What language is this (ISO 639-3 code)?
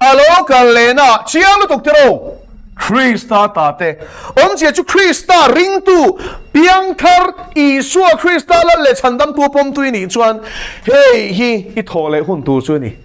lus